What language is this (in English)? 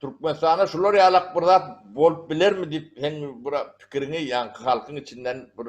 Turkmen